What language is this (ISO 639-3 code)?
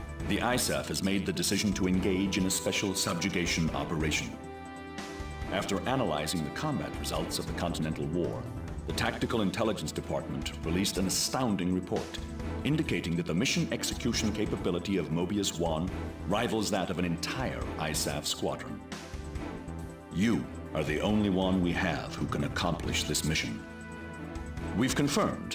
eng